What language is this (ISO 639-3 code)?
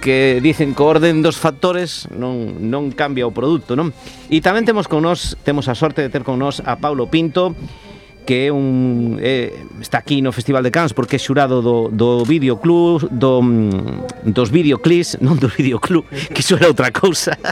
glg